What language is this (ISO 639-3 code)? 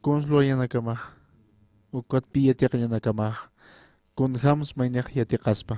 aym